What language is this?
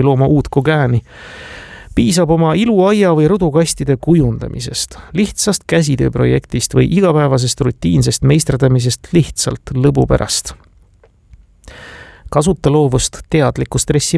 Estonian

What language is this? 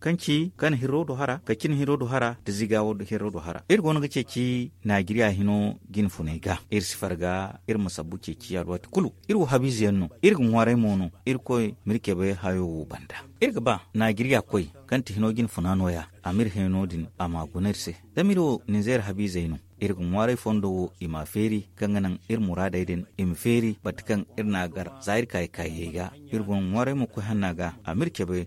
Zarma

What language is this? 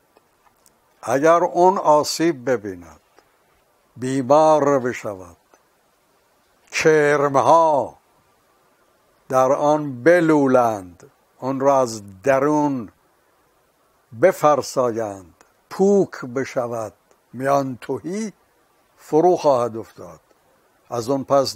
Persian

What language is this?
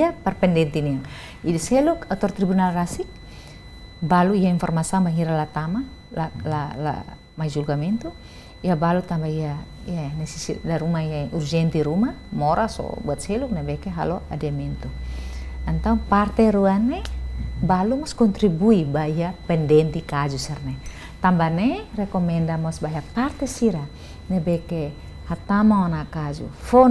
Tetum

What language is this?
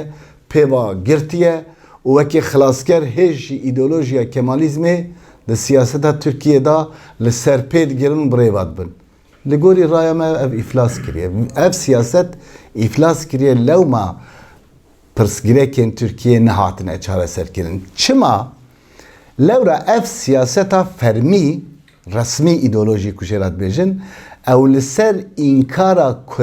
Kurdish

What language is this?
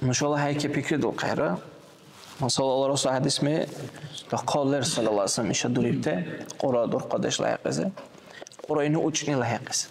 Dargwa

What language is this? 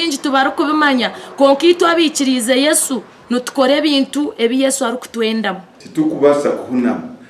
Nyankole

